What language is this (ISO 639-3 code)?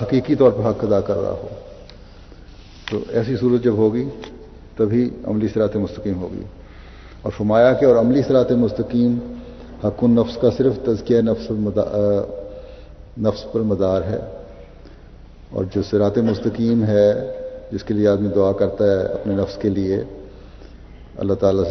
urd